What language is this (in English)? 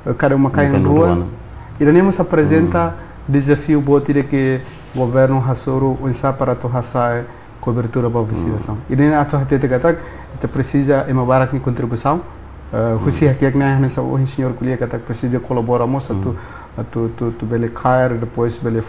Tetum